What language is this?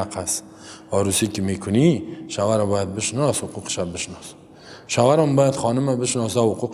Persian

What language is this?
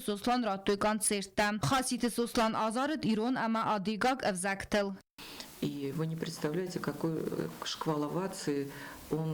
Ossetic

